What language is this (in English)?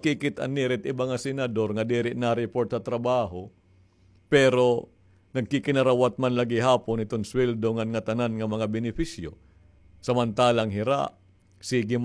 Waray